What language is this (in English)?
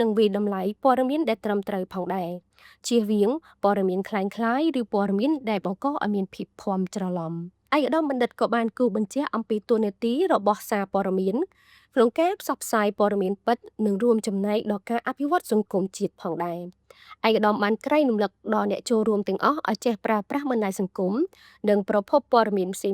Khmer